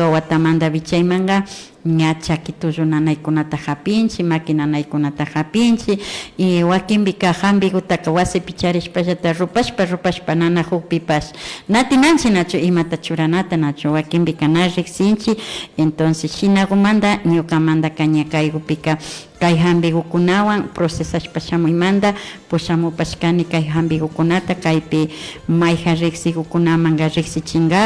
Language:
Imbabura Highland Quichua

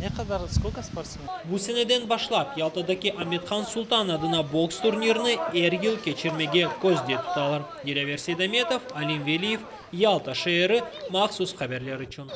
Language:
Crimean Tatar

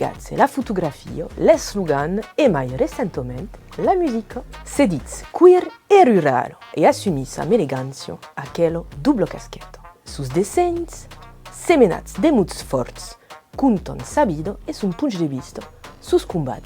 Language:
Occitan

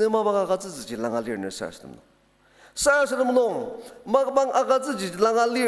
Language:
Ao Naga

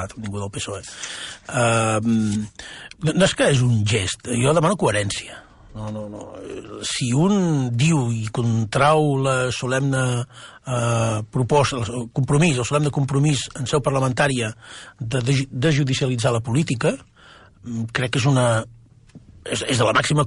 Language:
Catalan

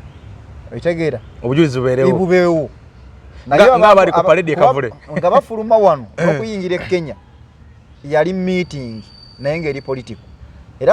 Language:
Ganda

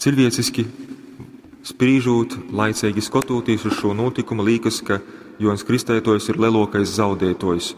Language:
Latgalian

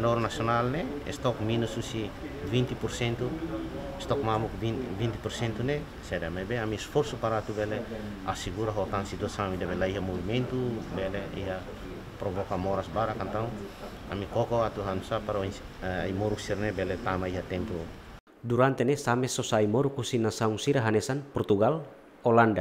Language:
Tetum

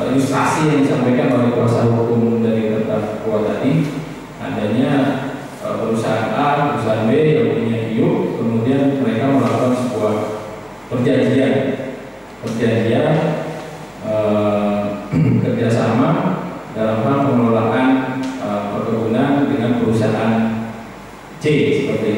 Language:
Indonesian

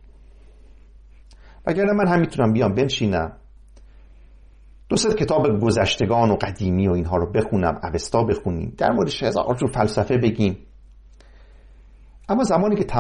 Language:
Persian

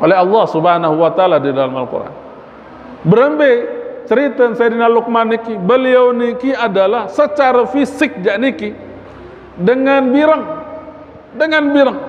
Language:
Sasak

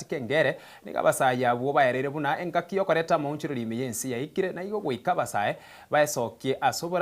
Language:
Gusii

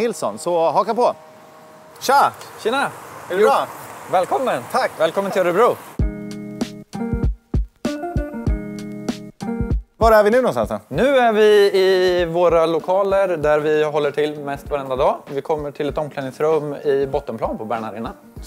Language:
Swedish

